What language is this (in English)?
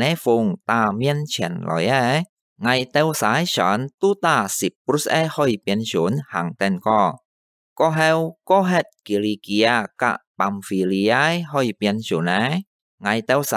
Hakka Chinese